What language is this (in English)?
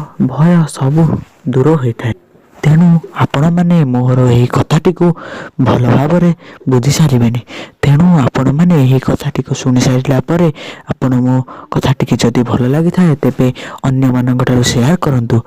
Odia